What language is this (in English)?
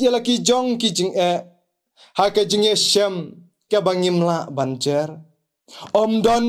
Khasi